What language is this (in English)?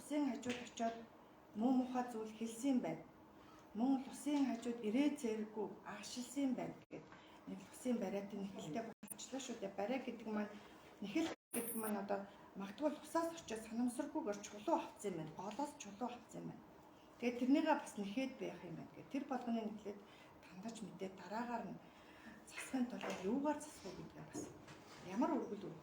Mongolian